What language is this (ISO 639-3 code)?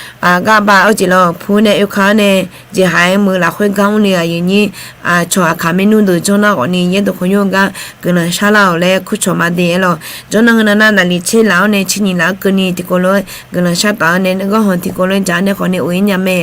ahk